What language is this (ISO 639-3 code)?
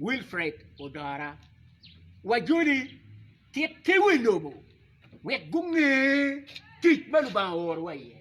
ach